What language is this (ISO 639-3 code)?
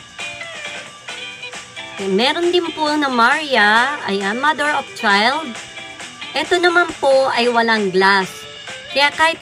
fil